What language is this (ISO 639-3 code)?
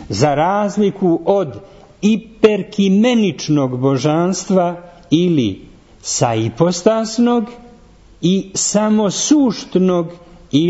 srp